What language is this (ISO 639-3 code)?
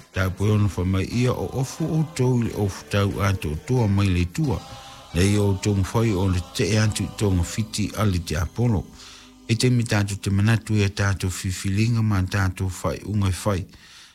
smo